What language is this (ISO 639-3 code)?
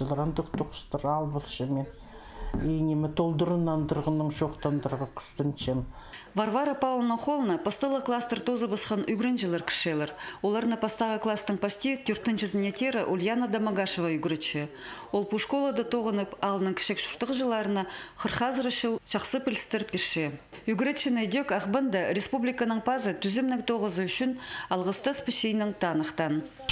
kjh